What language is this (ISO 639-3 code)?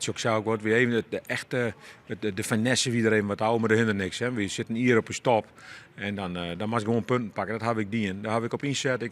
fry